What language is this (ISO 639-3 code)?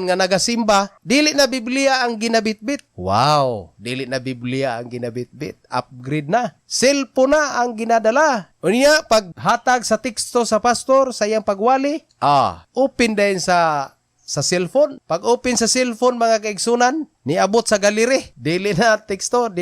ceb